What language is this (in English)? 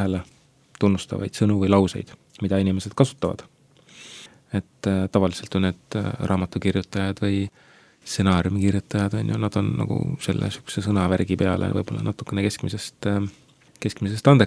Estonian